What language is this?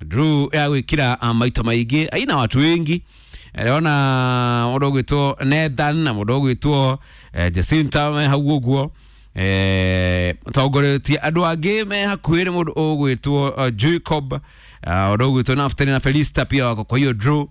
Kikuyu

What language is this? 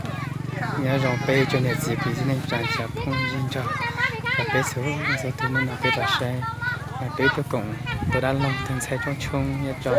Hmong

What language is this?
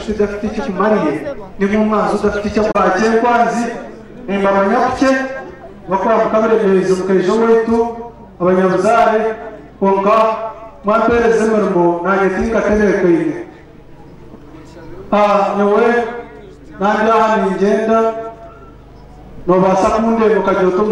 Kinyarwanda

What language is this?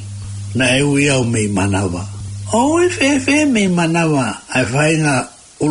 Tongan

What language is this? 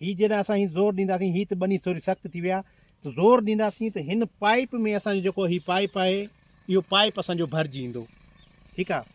Sindhi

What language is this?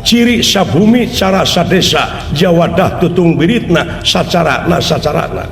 Sundanese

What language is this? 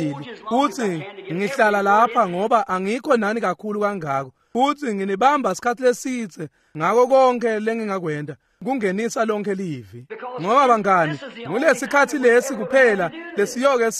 Swati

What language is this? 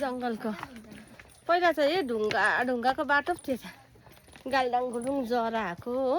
Nepali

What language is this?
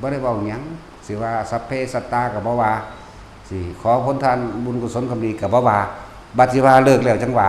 Northeastern Thai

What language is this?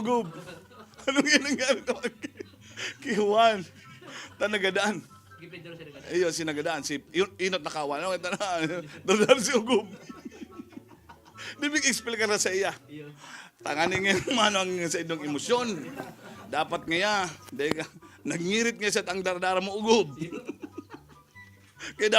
Bikol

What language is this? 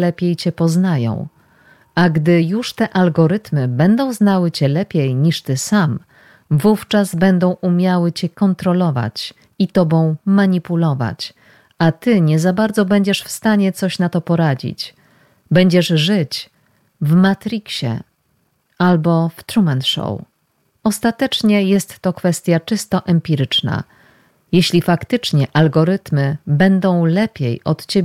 Polish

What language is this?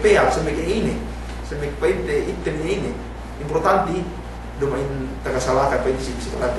Yakan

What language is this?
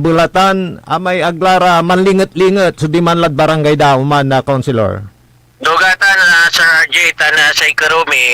Pangasinan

